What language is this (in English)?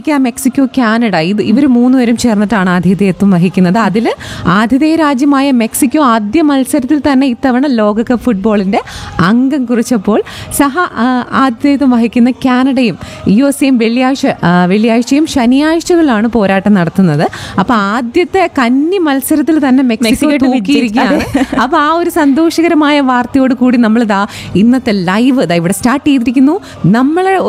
Malayalam